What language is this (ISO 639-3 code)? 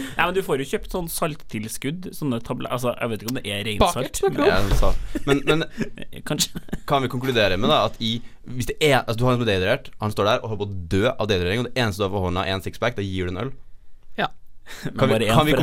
nor